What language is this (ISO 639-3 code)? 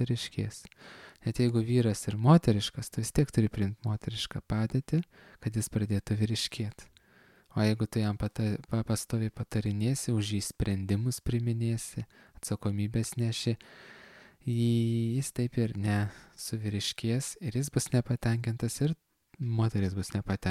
lit